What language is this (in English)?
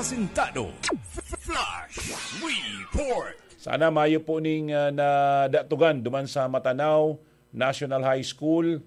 Bikol